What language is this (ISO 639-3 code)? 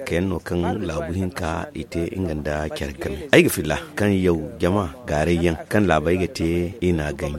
dje